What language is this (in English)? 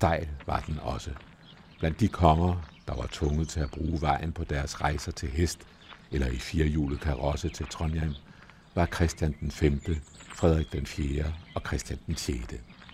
Danish